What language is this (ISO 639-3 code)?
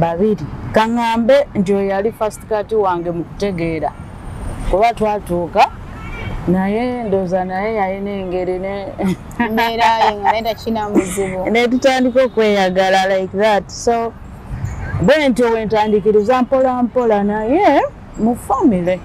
lug